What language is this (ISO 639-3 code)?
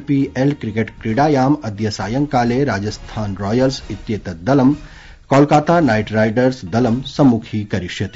san